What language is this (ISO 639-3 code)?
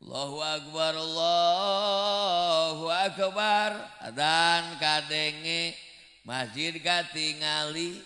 sun